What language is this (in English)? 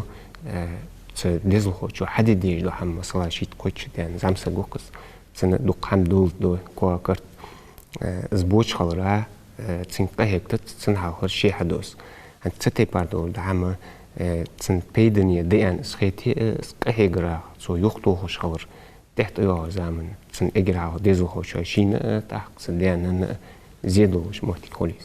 Ingush